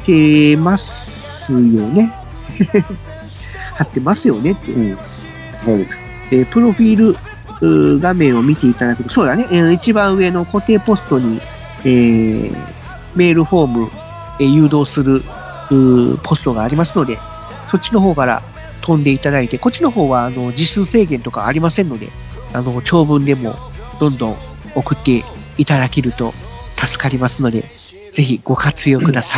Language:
Japanese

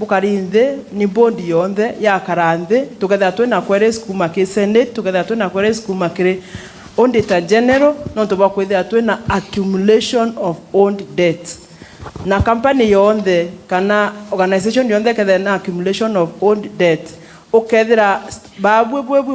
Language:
Meru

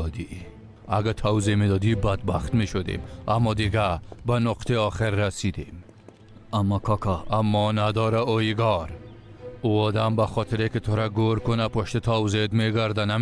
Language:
Persian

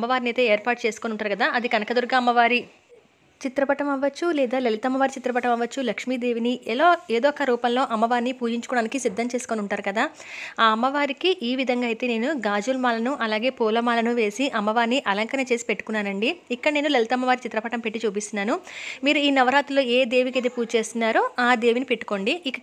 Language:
Telugu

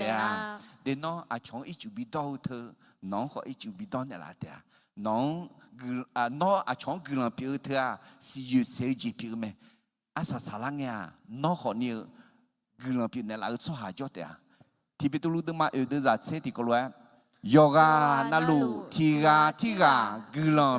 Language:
Akha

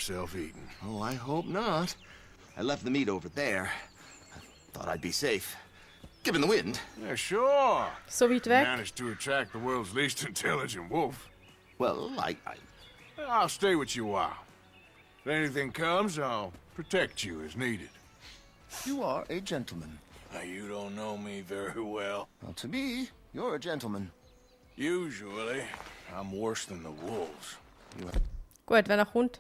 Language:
Swiss German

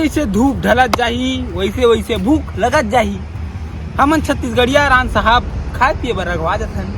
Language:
Chhattisgarhi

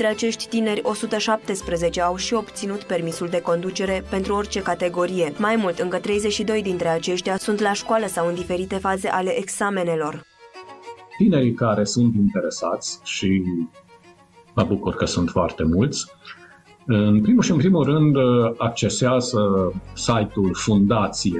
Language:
Romanian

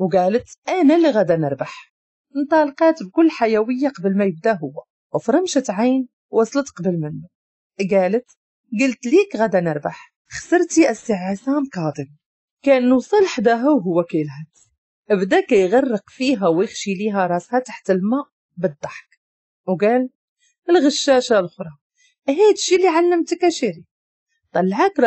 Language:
Moroccan Arabic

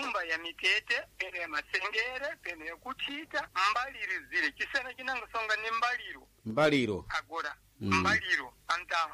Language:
Sena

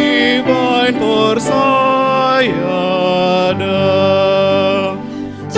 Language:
Batak Simalungun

